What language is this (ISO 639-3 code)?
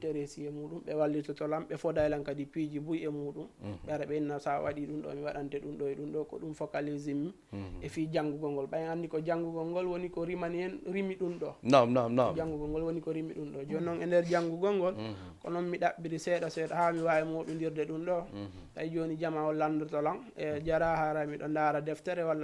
ful